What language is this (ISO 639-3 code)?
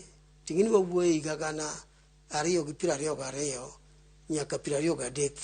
luo